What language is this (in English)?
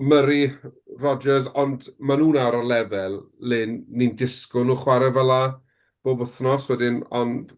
Welsh